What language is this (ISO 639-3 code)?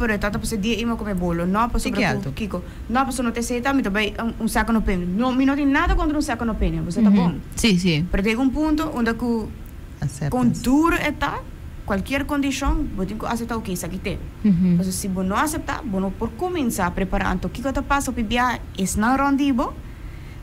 pap